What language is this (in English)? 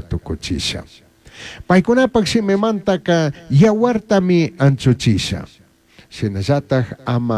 Chimborazo Highland Quichua